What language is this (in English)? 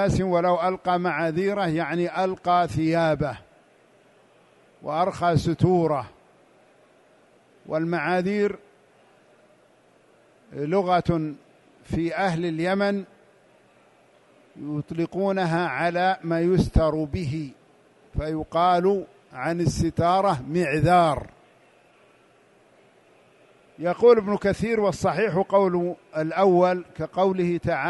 Arabic